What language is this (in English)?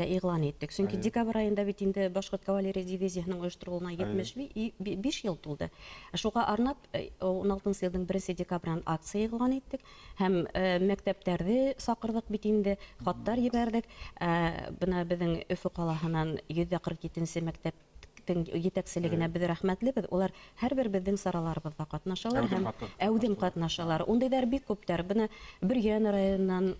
Bashkir